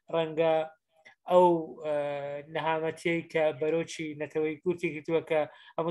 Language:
Central Kurdish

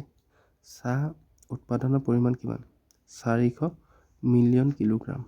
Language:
Assamese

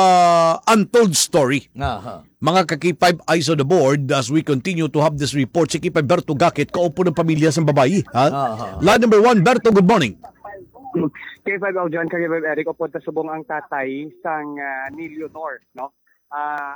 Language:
Hiligaynon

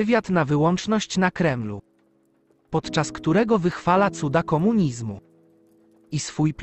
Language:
Polish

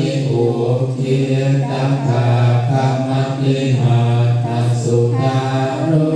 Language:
Pali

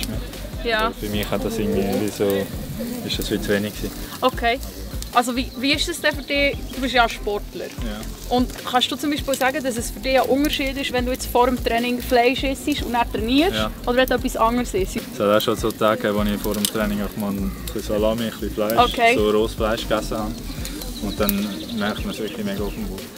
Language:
Swiss German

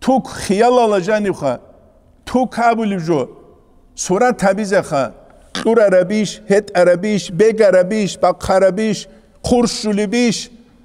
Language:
Avaric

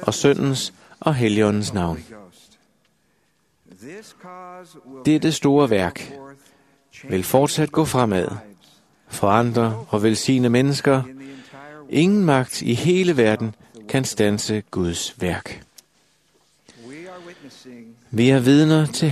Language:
Danish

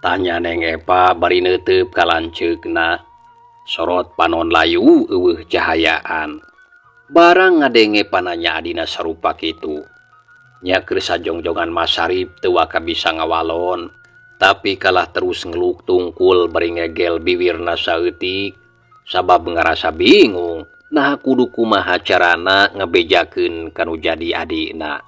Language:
Sundanese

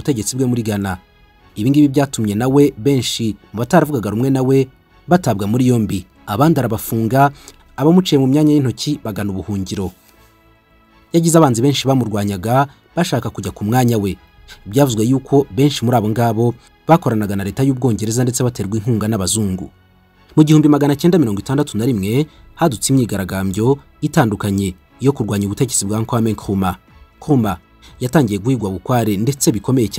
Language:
Kinyarwanda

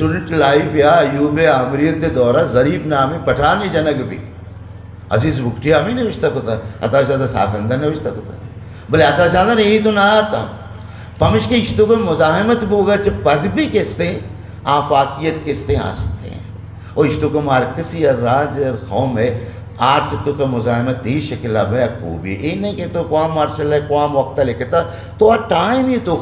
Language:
Eastern Balochi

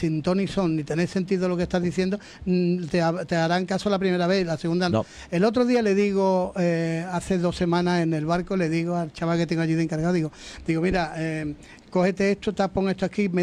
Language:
Spanish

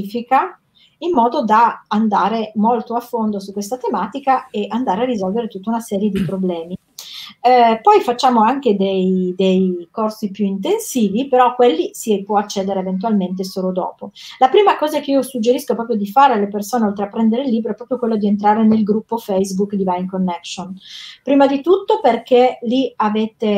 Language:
Italian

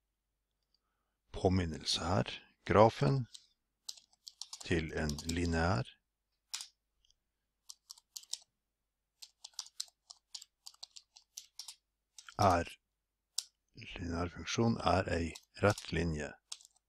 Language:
Norwegian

